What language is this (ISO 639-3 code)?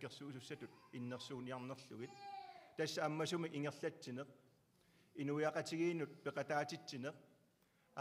kal